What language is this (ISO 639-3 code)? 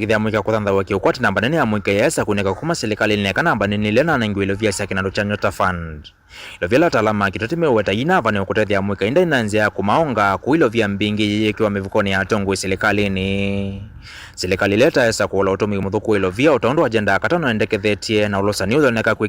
kam